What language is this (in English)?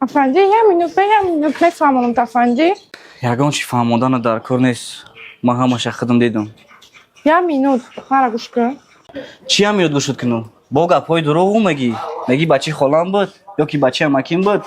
Tajik